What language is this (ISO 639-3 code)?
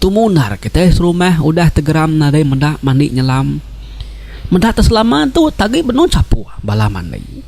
iba